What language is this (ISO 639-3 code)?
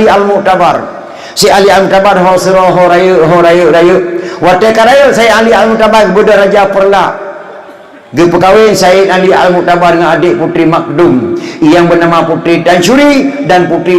ace